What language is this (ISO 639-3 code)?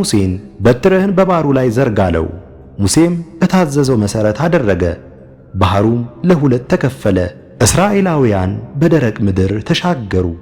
amh